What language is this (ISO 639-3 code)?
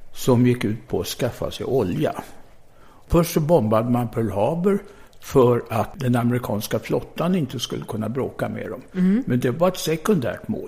swe